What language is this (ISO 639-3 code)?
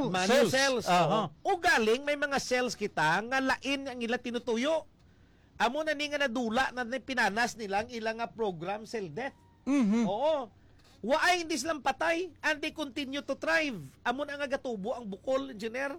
hil